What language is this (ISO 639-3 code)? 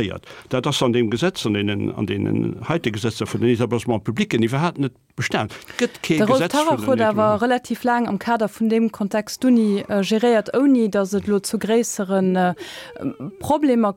ltz